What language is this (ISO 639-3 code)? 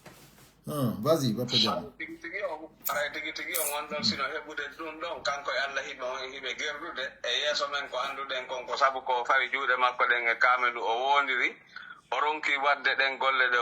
fuf